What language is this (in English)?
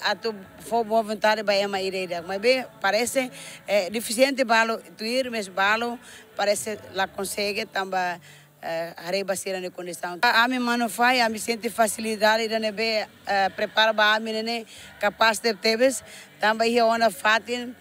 Tetum